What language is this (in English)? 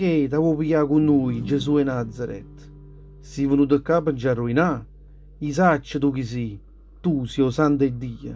Neapolitan